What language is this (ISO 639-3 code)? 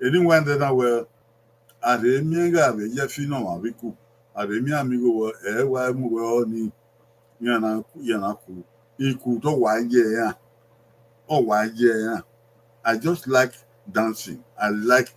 bin